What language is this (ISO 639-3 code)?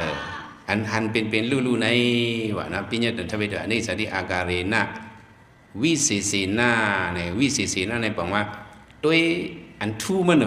shn